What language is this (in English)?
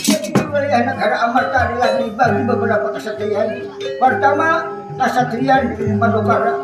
Banjar